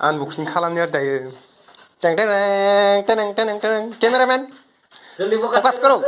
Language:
Bodo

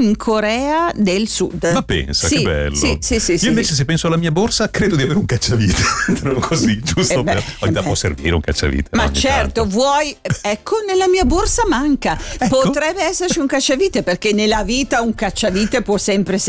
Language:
Italian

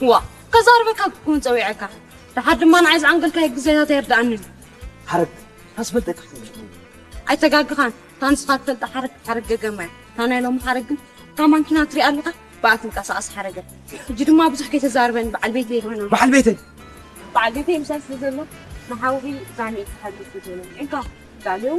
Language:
Tigrinya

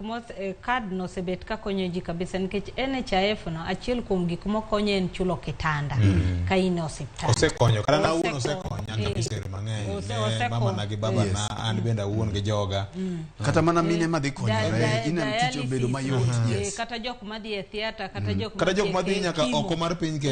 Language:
Luo (Kenya and Tanzania)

